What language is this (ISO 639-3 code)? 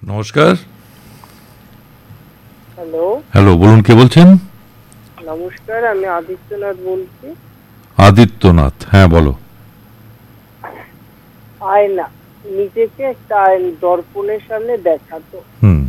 ben